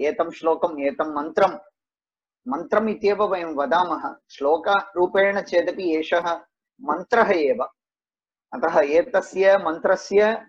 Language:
Sanskrit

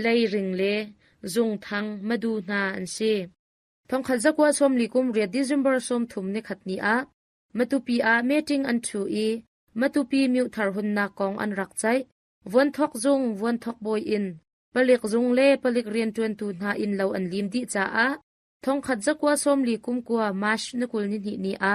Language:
Hakha Chin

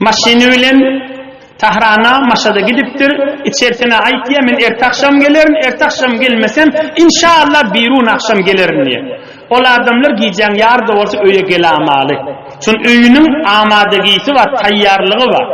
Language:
Turkmen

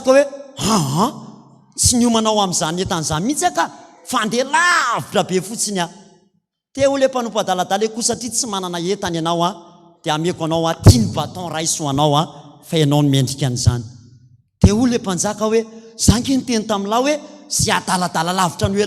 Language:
Malagasy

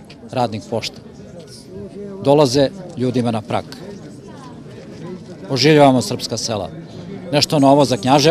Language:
Serbian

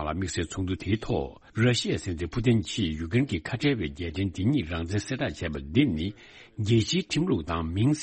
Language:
Tibetan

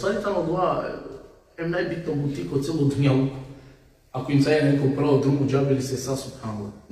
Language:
Balkan Romani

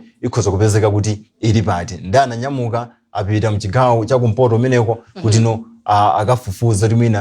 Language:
Nyanja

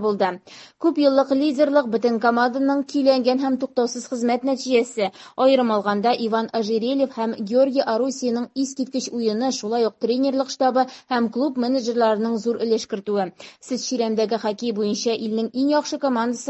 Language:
Tatar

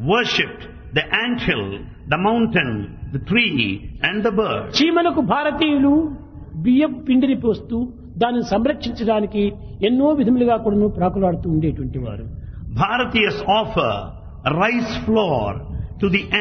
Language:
Telugu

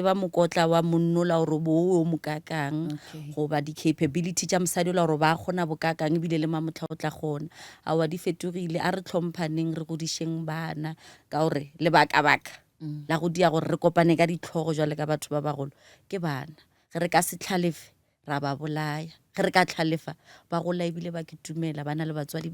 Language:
Northern Sotho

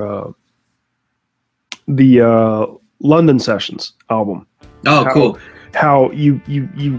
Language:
English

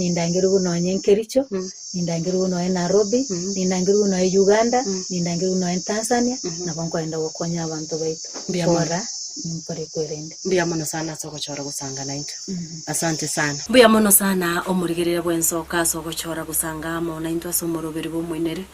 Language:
Gusii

